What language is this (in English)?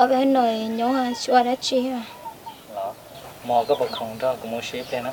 Hmong